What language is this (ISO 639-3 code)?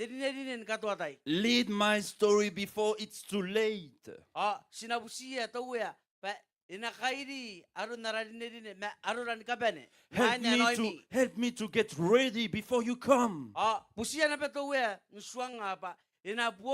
gil